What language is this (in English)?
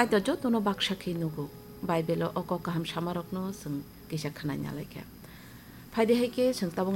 Kok Borok